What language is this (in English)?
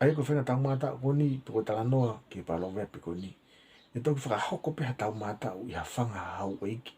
Tongan